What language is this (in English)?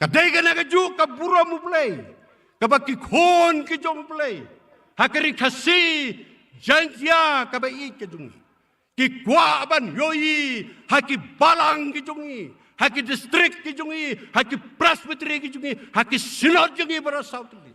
Khasi